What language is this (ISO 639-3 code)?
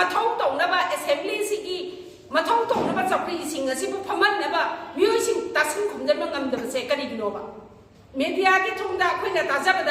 mni